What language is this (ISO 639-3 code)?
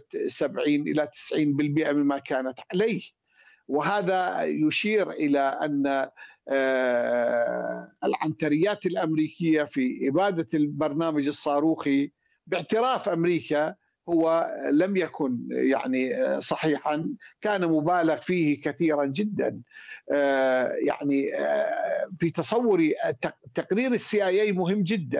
ara